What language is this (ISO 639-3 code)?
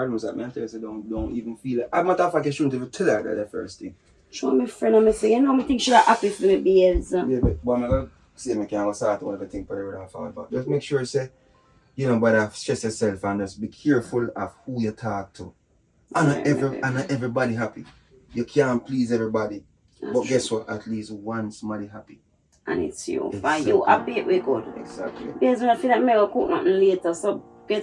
jam